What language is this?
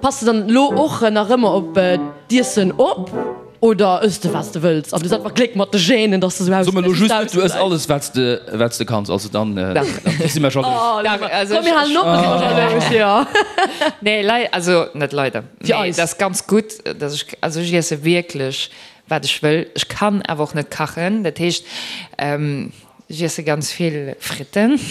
Luxembourgish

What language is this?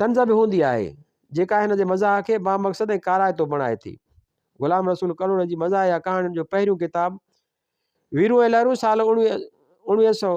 Sindhi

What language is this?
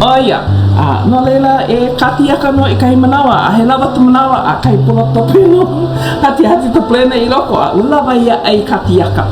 Hawaiian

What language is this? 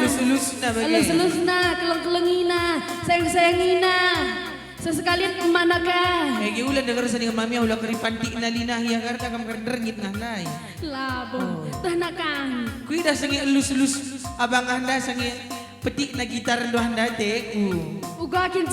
Batak Karo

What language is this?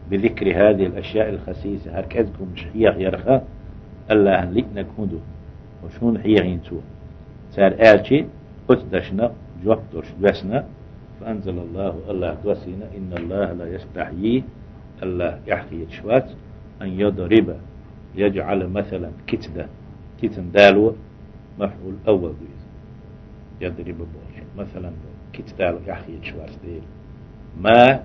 Chechen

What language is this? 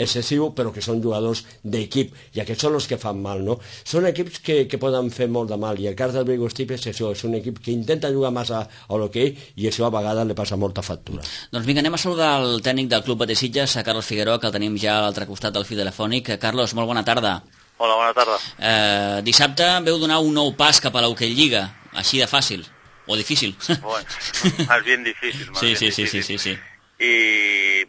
Catalan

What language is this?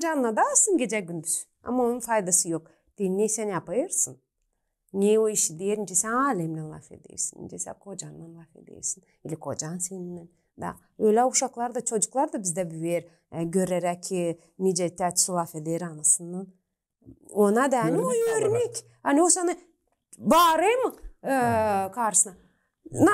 Gagauz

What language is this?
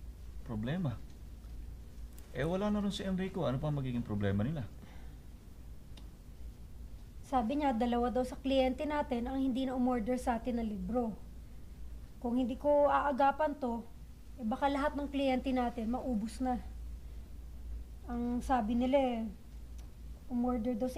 Filipino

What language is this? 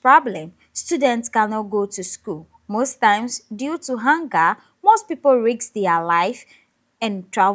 Ewe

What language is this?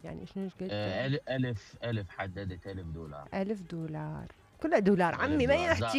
Mesopotamian Arabic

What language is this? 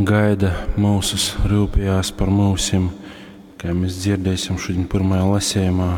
Latgalian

